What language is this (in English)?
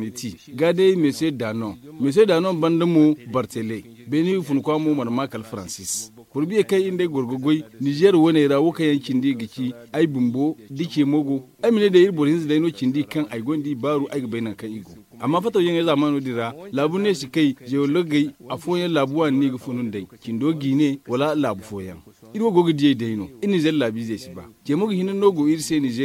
Zarma